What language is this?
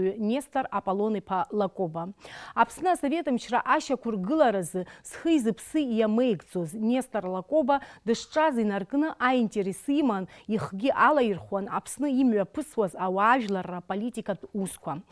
Abkhazian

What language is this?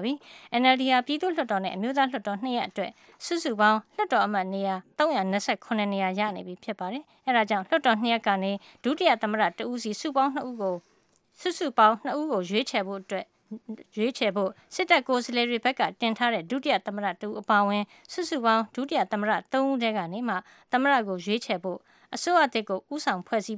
Burmese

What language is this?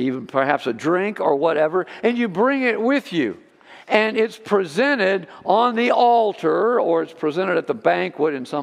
English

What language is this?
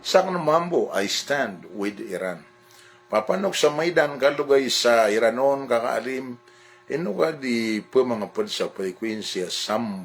Maranao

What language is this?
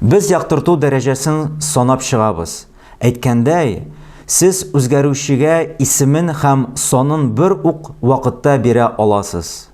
Tatar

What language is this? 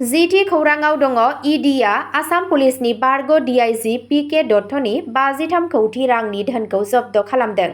Bodo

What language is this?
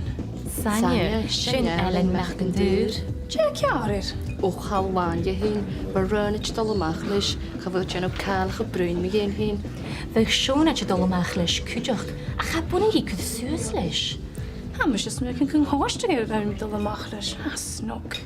Scottish Gaelic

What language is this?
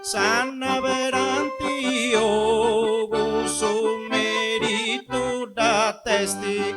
Sardinian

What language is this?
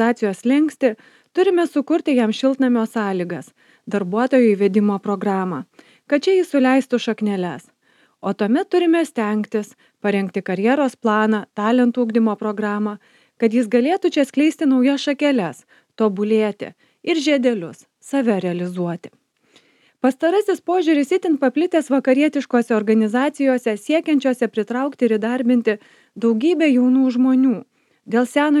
Lithuanian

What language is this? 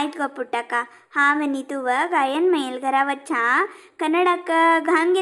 Konkani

